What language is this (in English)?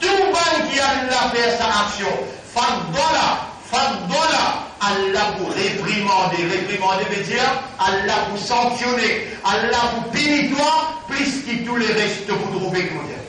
Morisyen